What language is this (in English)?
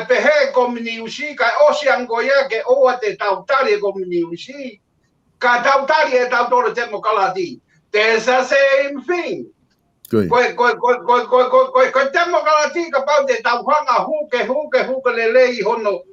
Tongan